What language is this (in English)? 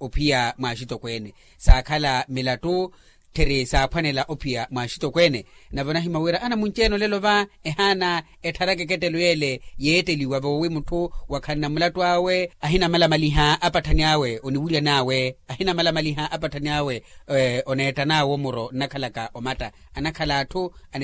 Makhuwa